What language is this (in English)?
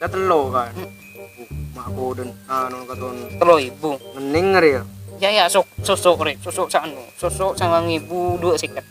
Madurese